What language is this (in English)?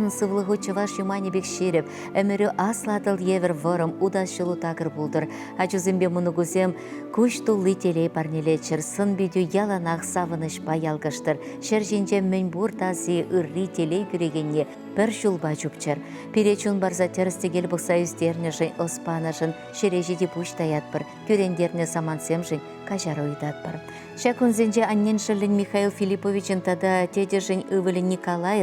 Chuvash